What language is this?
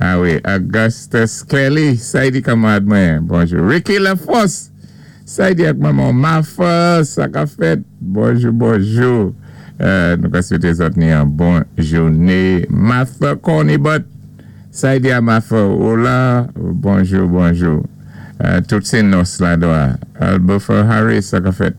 Saint Lucian Creole French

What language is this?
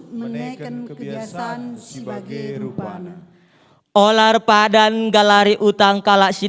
Batak Karo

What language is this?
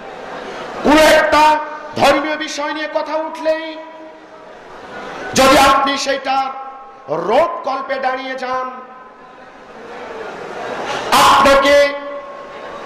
Bangla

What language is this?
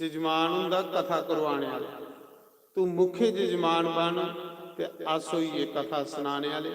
Dogri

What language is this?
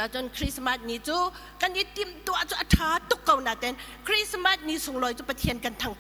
Hakha Chin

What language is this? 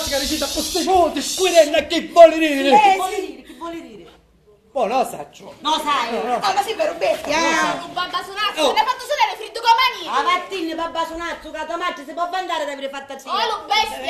Sicilian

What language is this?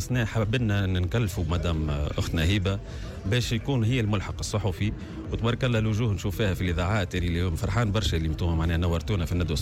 Tunisian Arabic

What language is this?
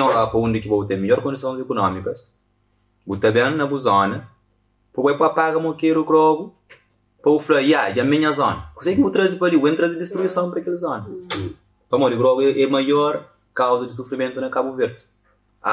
Kabuverdianu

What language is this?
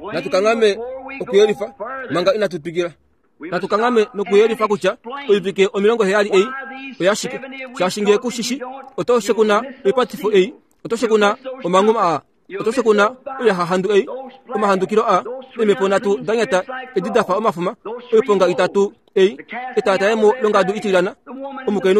Kuanyama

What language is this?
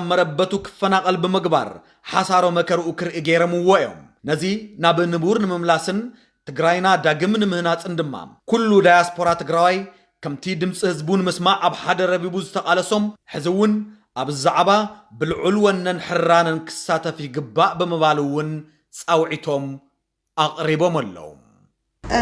Tigrinya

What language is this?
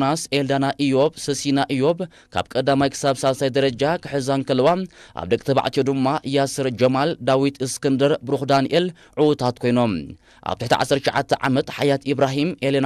Tigrinya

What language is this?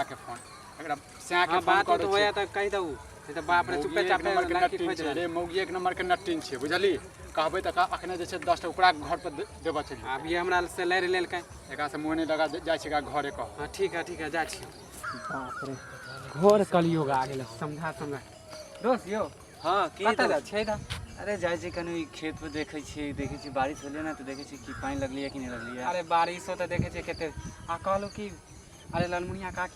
Maithili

